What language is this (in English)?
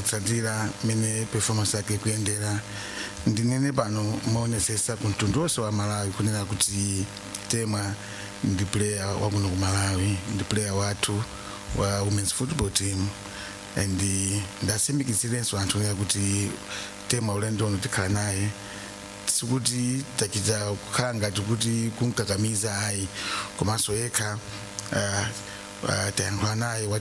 Nyanja